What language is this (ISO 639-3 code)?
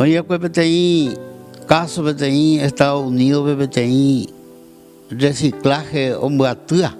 grn